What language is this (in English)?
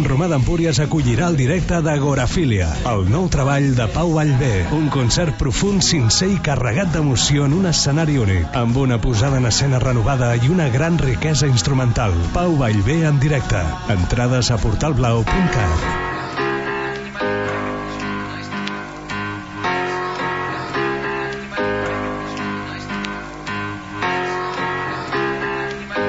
Catalan